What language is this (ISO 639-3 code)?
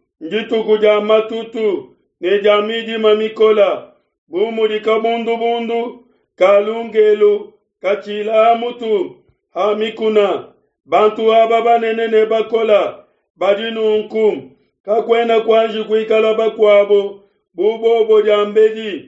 lua